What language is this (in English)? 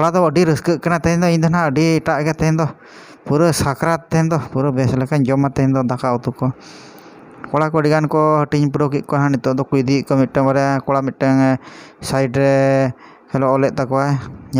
Santali